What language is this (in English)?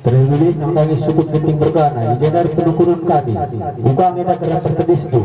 Batak Karo